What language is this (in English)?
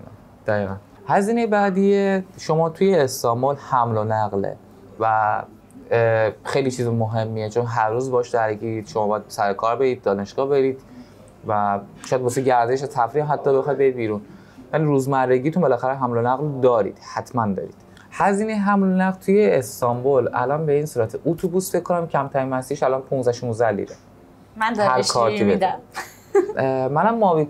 Persian